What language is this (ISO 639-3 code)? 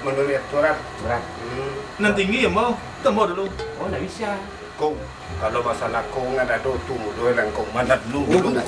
min